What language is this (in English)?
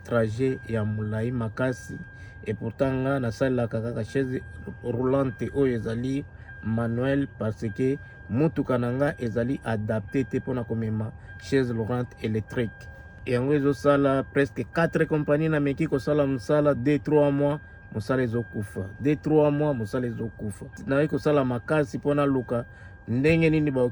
Lingala